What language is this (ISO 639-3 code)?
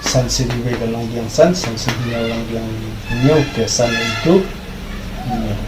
kha